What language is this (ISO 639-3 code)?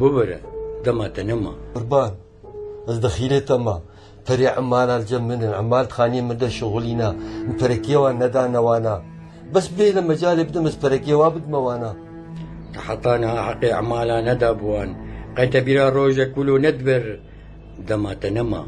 kur